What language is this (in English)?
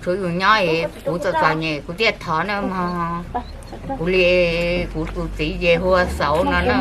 Hmong